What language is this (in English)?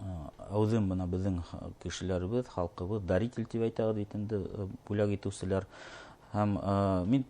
Bashkir